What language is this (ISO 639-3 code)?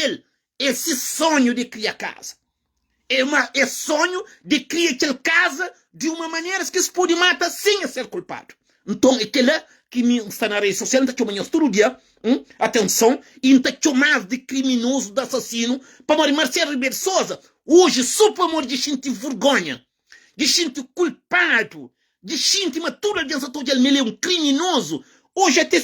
kea